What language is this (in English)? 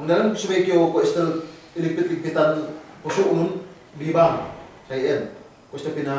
Yakan